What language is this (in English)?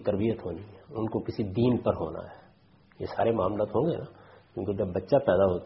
Urdu